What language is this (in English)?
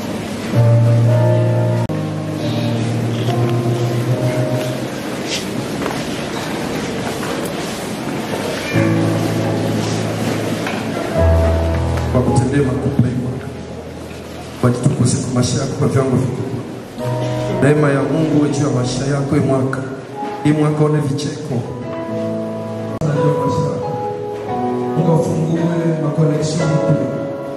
Swahili